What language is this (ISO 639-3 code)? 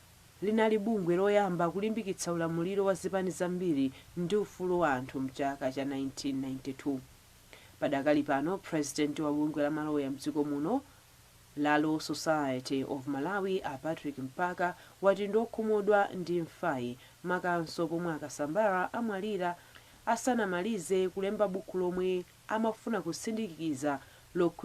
nya